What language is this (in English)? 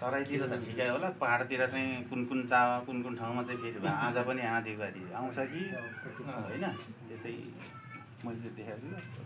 Nepali